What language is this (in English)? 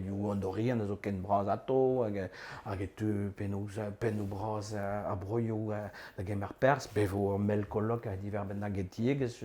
Breton